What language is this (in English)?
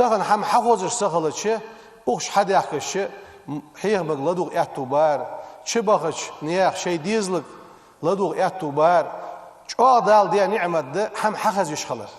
Ingush